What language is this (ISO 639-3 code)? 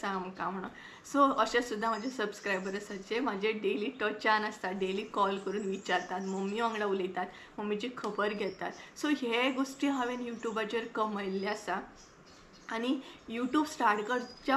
kok